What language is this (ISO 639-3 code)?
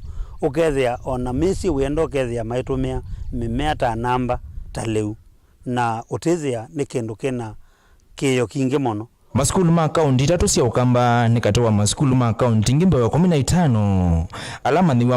kam